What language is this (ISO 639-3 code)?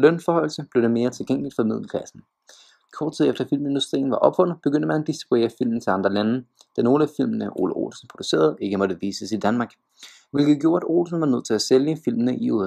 dan